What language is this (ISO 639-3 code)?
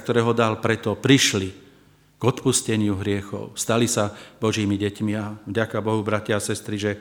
slk